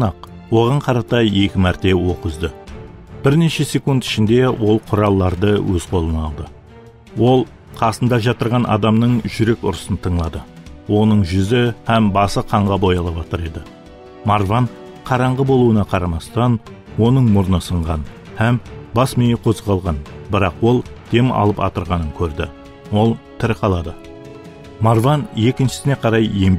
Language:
Kara-Kalpak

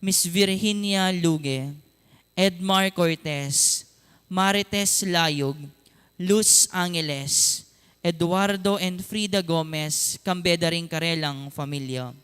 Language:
Pampanga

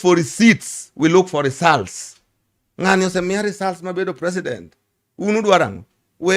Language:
Luo (Kenya and Tanzania)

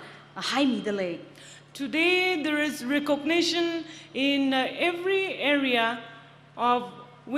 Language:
Tangkhul Naga (India)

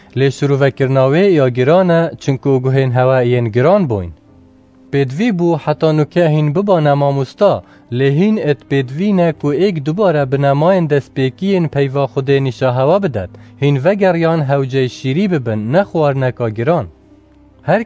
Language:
Kurdish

